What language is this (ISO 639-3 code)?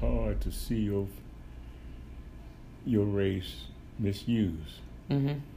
eng